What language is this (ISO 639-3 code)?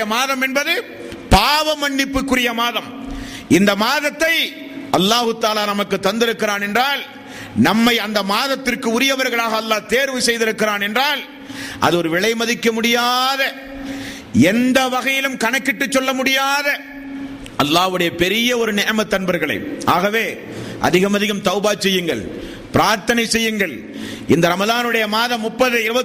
tam